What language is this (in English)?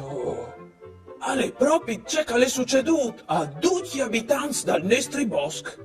Friulian